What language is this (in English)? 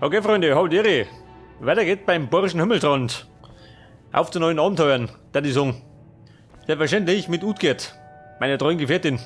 Bavarian